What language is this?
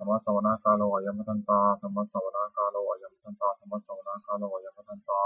Pali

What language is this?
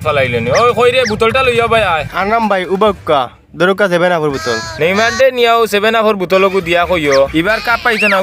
Sylheti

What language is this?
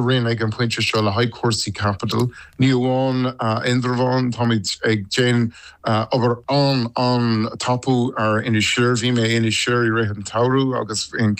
Irish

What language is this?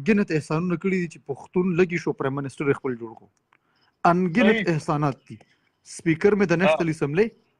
Pashto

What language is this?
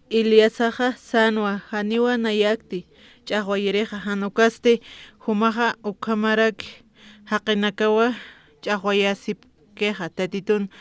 Aymara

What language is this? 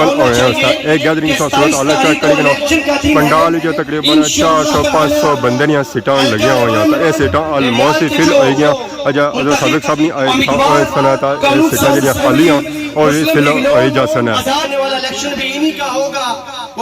Pahari-Potwari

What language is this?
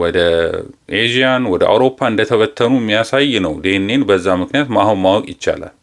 Amharic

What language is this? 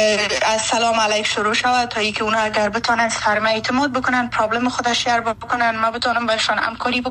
Persian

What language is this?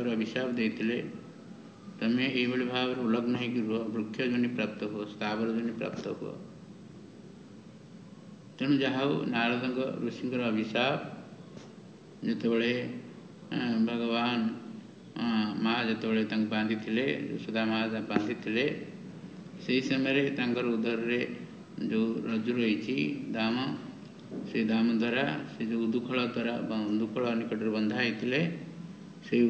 Odia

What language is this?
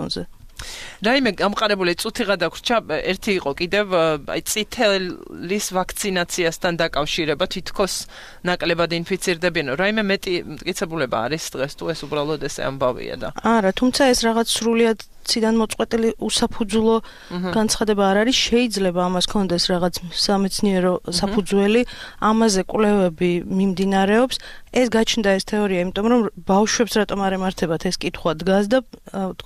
Georgian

